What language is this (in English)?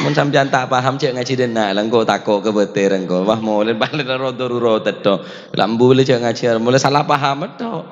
Madurese